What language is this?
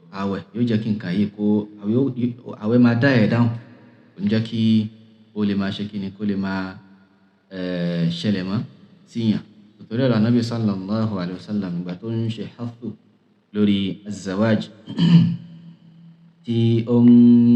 Yoruba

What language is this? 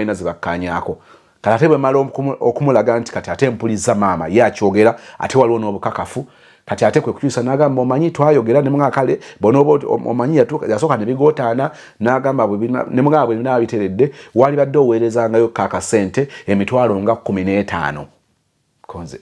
Ganda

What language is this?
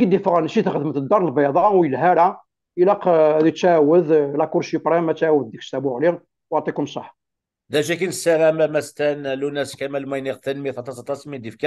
Kabyle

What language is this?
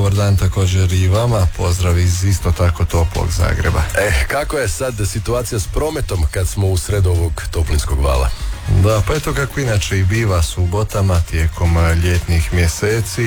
Croatian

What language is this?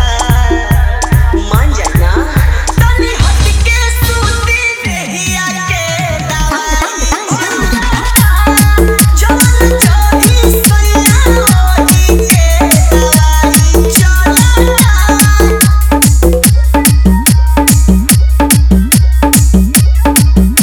Bhojpuri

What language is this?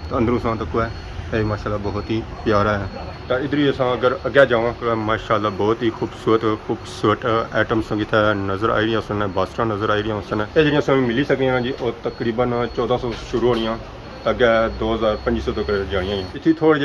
Pahari-Potwari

